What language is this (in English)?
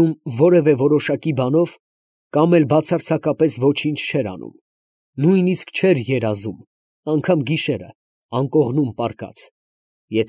Armenian